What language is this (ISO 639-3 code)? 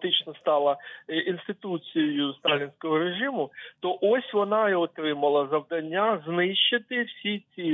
ukr